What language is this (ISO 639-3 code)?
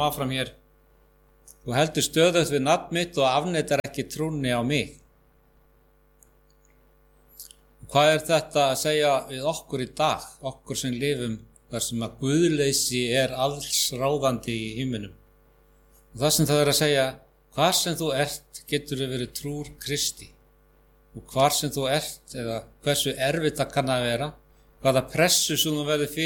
isl